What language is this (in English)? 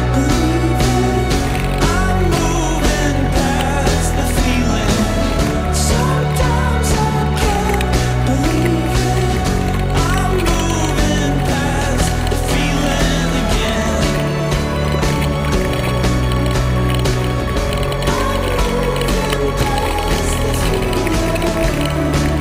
English